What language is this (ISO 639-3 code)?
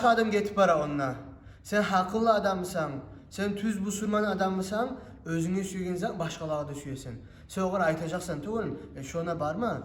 kum